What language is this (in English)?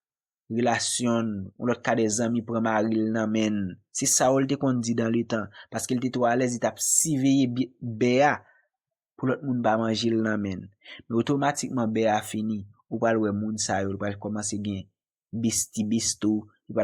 Haitian Creole